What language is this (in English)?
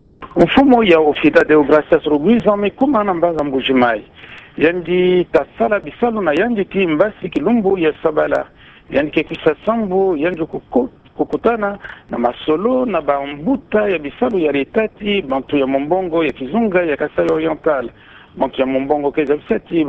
Kituba (Democratic Republic of Congo)